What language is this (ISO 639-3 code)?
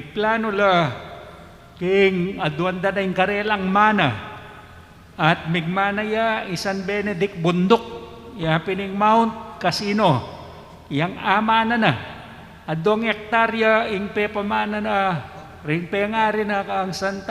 pam